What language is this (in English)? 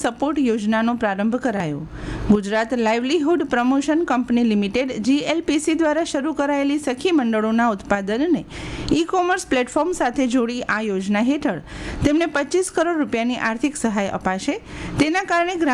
Gujarati